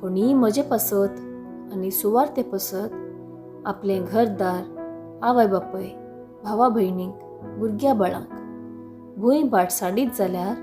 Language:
Konkani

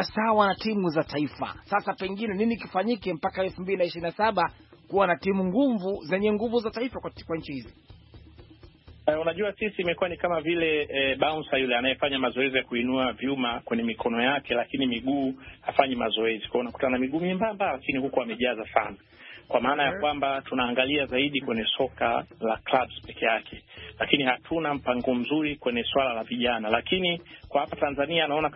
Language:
Swahili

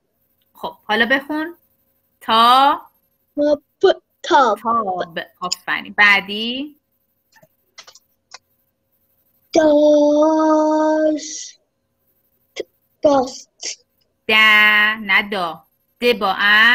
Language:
Persian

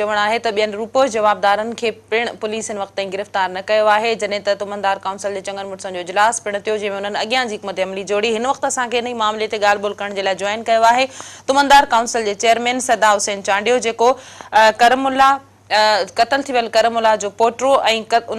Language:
Sindhi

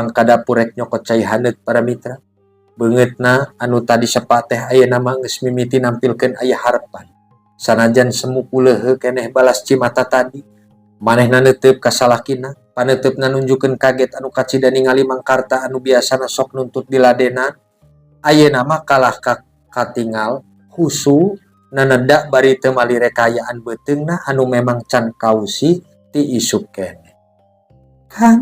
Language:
Sundanese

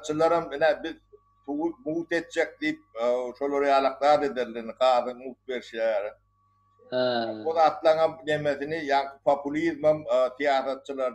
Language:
Turkmen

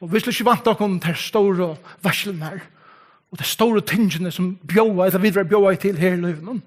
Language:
Faroese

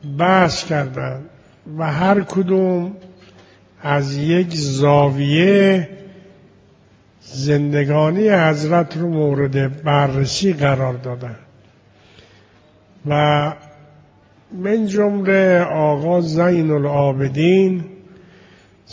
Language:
Persian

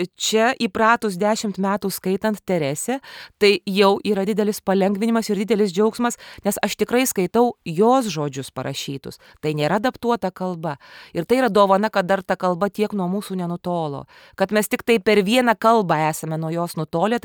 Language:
Lithuanian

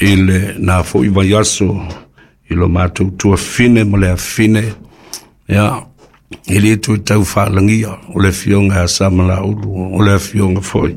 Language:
Samoan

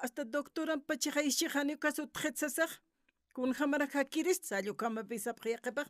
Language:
Aymara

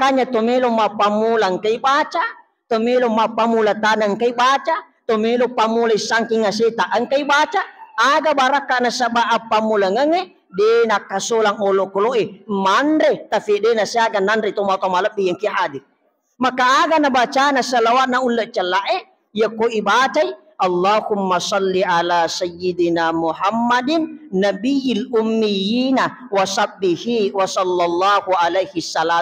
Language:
Buginese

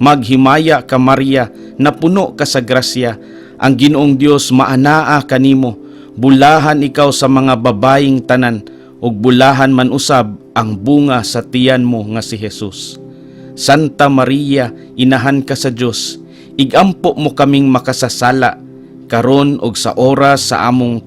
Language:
Cebuano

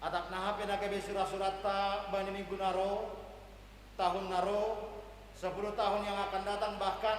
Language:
Batak Simalungun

